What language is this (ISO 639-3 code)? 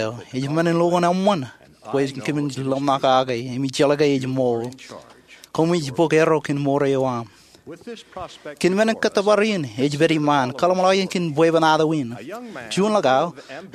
mah